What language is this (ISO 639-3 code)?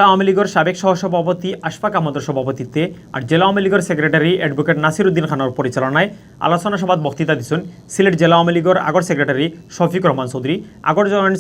syl